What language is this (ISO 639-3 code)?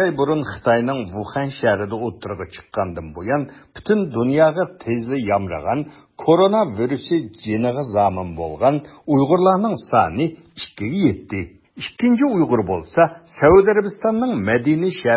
uig